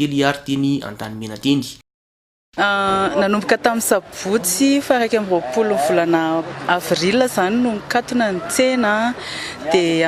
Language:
Malagasy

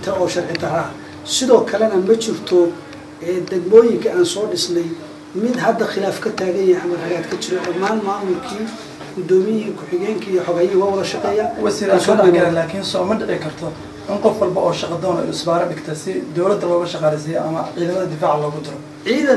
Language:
Somali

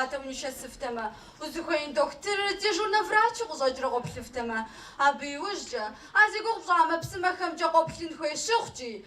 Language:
Kabardian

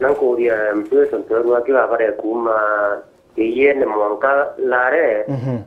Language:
Meru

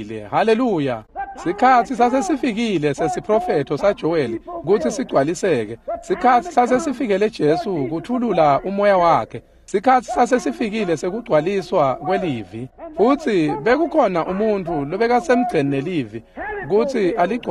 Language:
Swati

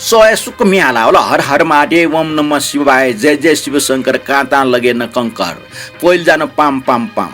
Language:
Newari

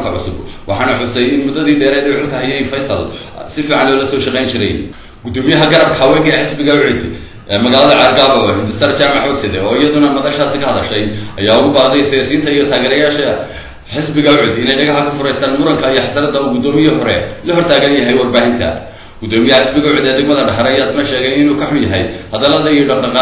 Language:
Somali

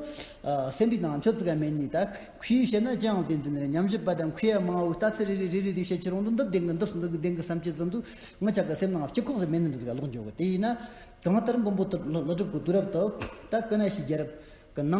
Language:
Amdo Tibetan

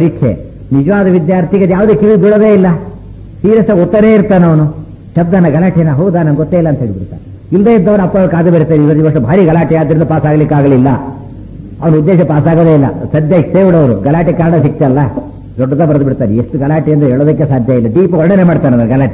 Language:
Kannada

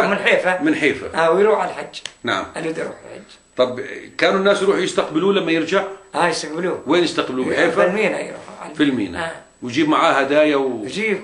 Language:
South Levantine Arabic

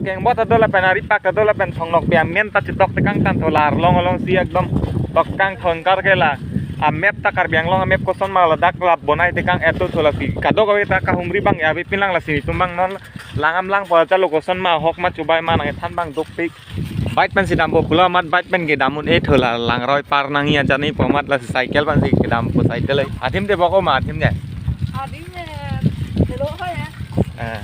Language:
Karbi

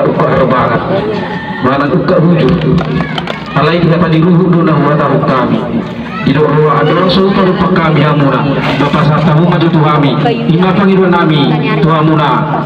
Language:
Batak Toba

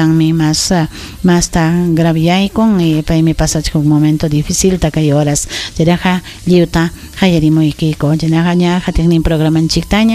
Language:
Ayacucho Quechua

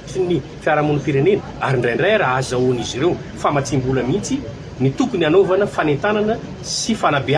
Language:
Malagasy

